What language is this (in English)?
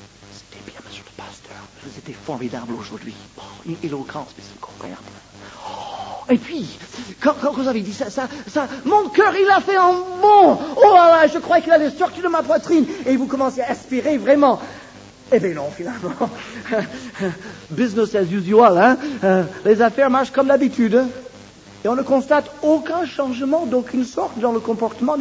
French